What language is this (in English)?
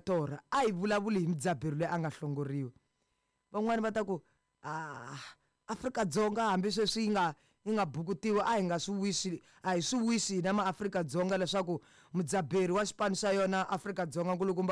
Tsonga